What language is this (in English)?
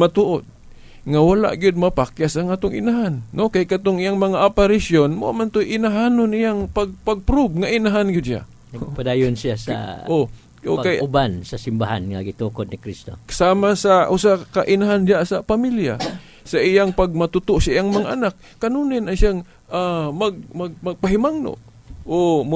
Cebuano